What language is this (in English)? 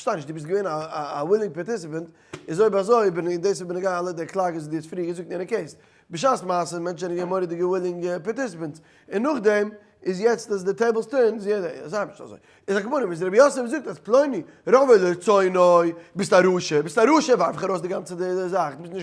Yiddish